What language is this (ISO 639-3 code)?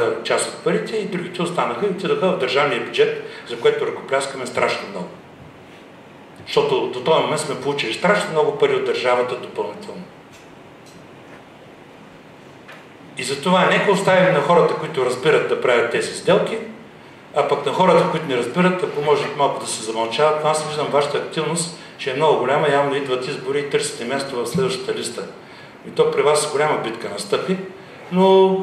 bul